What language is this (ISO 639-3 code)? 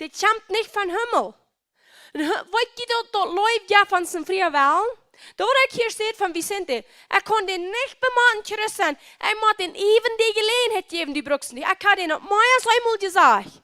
pdt